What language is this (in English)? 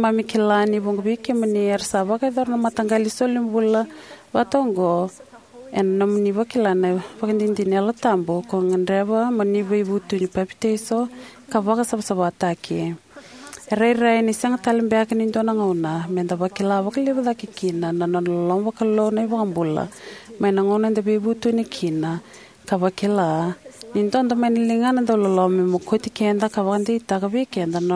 Fijian